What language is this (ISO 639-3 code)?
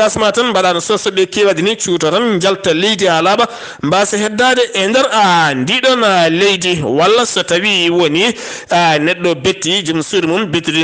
ful